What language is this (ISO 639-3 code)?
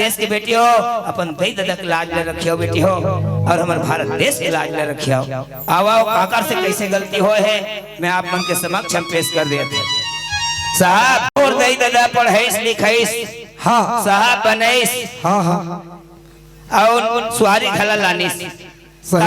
hne